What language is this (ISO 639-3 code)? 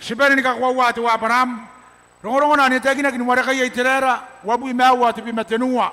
gil